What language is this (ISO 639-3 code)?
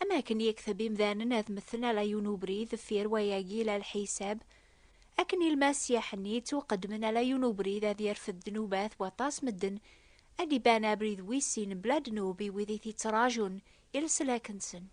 kab